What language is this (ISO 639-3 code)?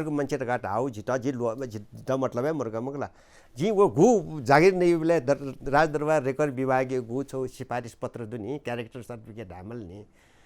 new